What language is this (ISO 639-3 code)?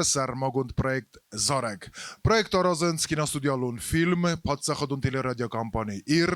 oss